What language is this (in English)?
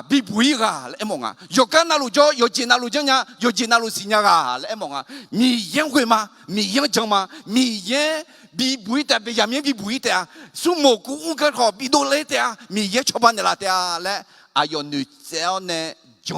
Akha